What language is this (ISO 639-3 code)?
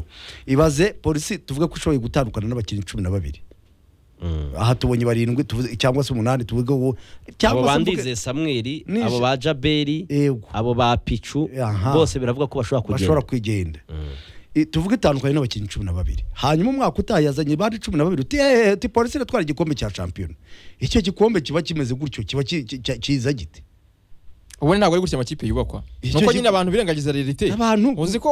kin